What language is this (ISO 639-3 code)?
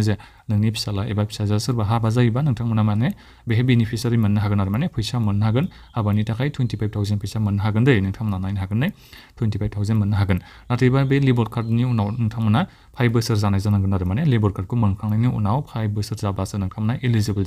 brx